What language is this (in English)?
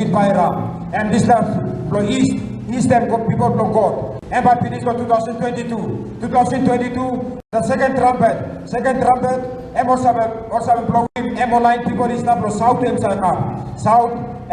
Tok Pisin